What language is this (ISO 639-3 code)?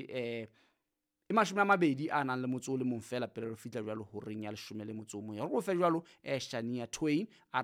sot